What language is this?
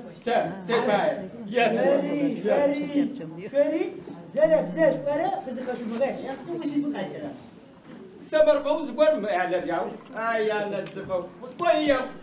Adyghe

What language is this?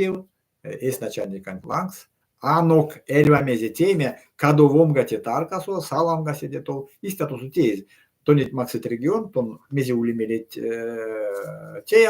Erzya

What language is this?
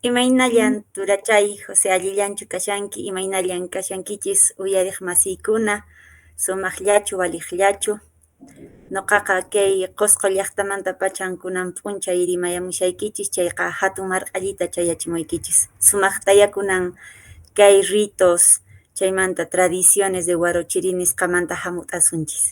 Quechua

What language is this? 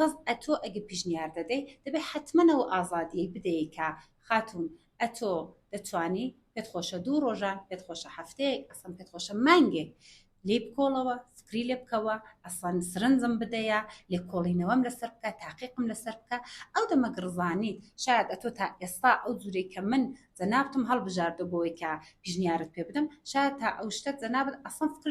Central Kurdish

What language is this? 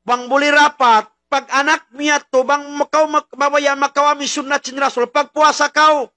Tausug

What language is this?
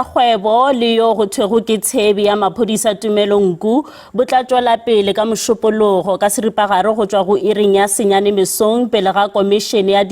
Northern Sotho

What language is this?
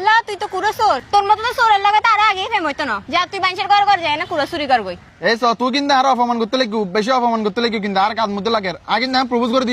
Rohingya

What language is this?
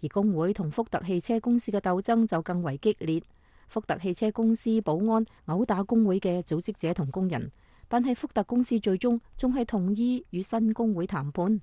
Cantonese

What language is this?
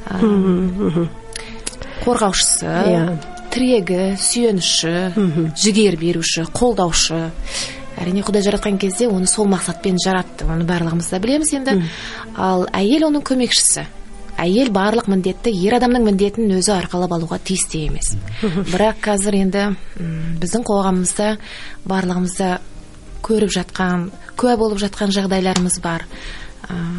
Kazakh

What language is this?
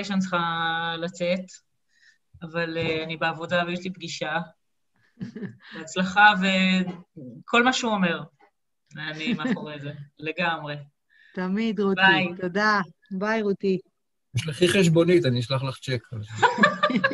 Hebrew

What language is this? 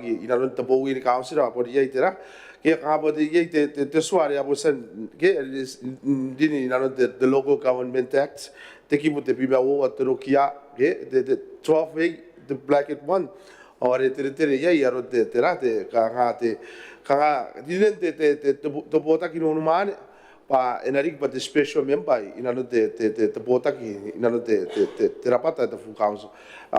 Gilbertese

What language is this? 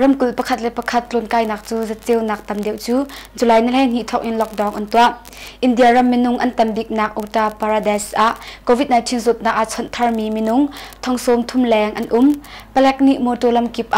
Hakha Chin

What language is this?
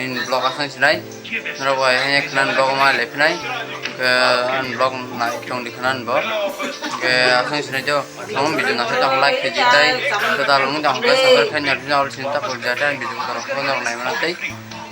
Kok Borok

